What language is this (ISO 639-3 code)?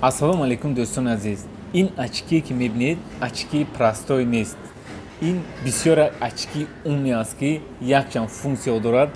tgk